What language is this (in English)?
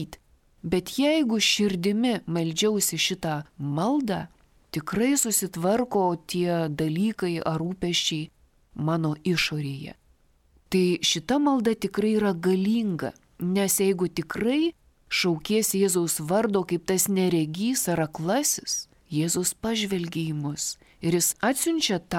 Lithuanian